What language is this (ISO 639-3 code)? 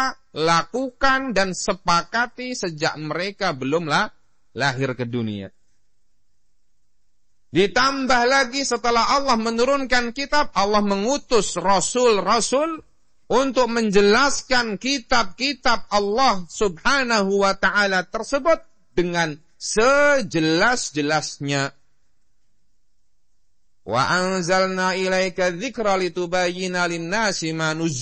ind